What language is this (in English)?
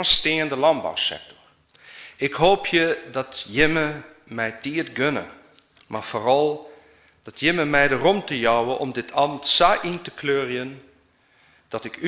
Western Frisian